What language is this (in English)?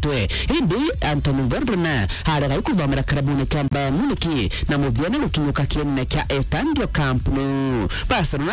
Meru